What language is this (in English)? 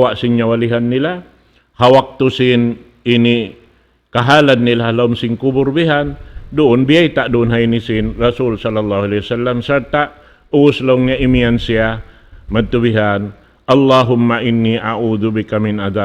Tausug